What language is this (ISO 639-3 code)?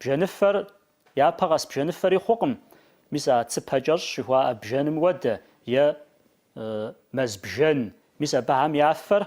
kbd